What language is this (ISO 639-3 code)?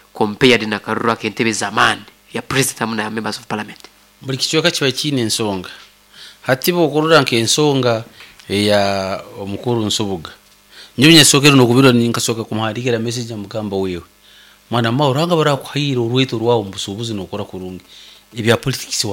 nyo